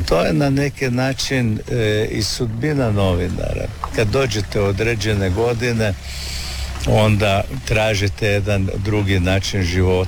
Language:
Croatian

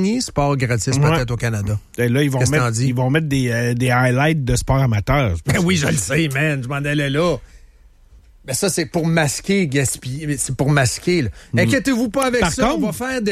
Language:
French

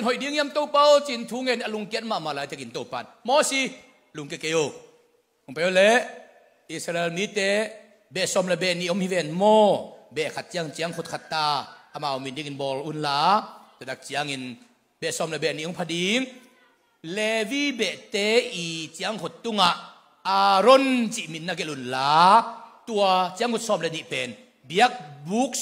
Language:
Tedim Chin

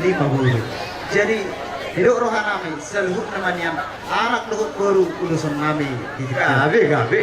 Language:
Batak Toba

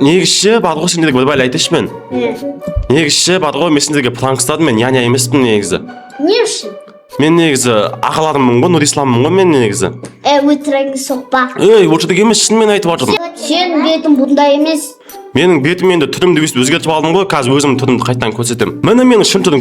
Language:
Kazakh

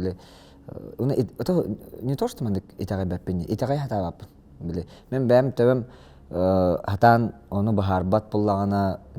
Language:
Yakut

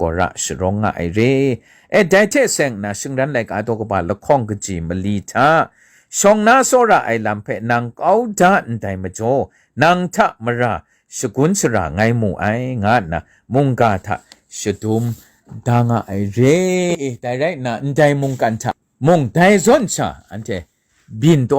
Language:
Kachin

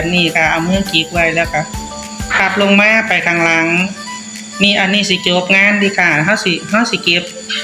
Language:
Northeastern Thai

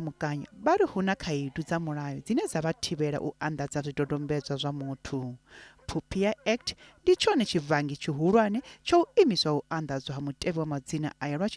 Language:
Venda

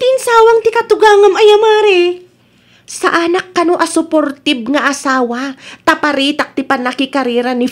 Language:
Iloko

